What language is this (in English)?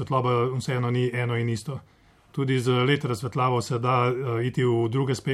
Slovenian